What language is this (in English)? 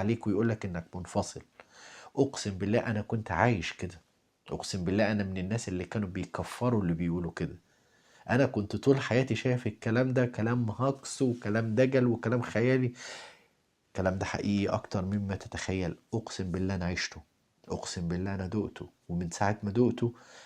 Egyptian Arabic